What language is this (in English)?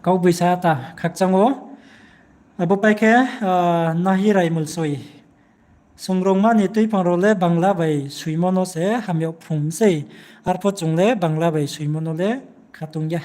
Riang (India)